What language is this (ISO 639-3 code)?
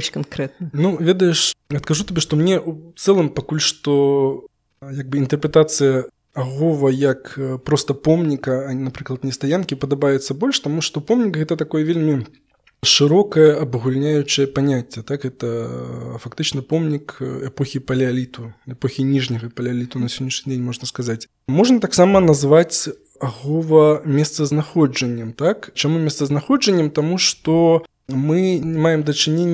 bel